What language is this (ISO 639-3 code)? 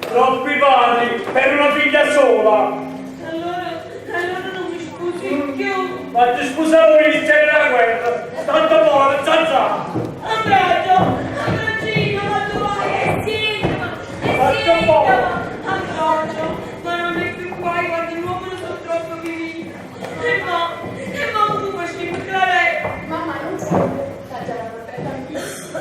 nap